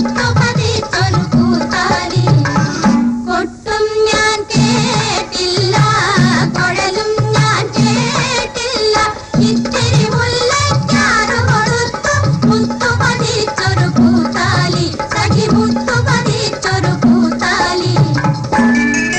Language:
Malayalam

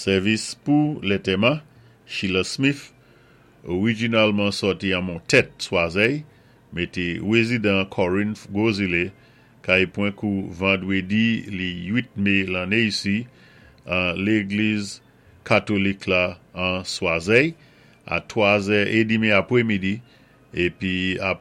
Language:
Saint Lucian Creole French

